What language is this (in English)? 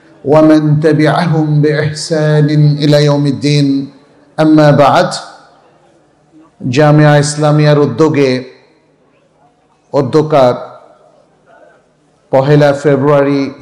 Bangla